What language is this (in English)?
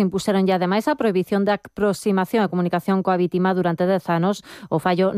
Galician